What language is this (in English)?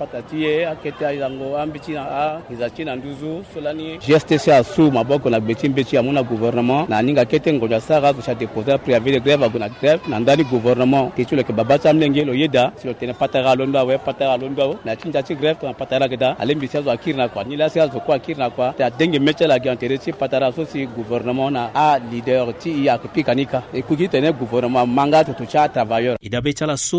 Sango